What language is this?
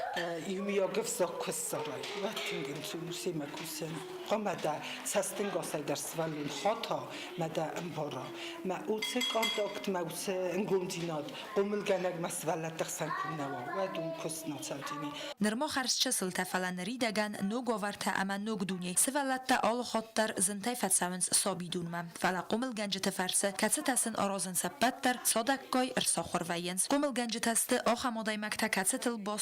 Ossetic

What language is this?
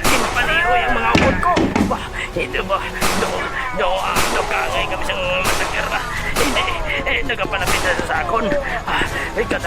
Hiligaynon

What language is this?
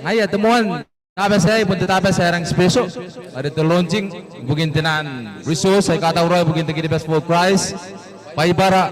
Gilbertese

